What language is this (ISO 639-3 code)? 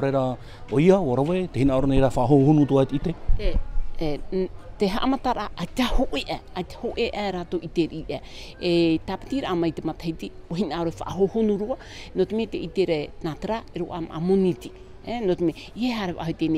tah